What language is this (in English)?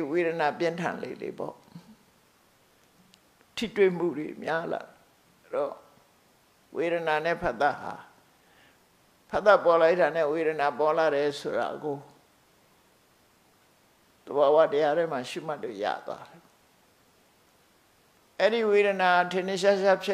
Burmese